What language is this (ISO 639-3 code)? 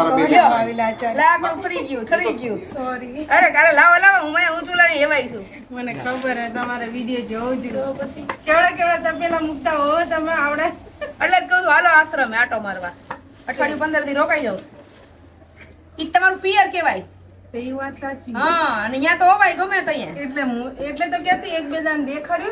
guj